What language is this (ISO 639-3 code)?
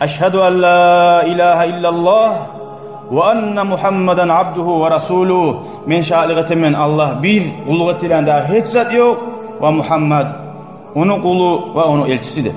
kum